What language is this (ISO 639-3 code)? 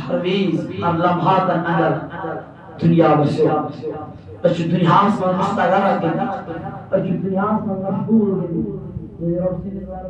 kas